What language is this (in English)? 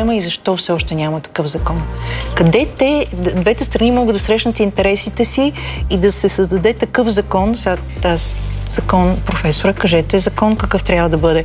Bulgarian